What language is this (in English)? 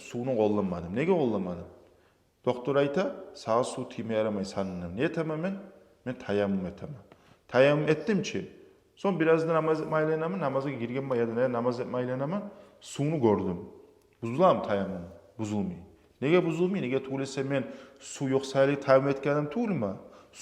Kumyk